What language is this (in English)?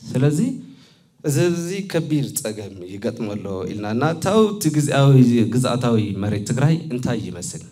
Tigrinya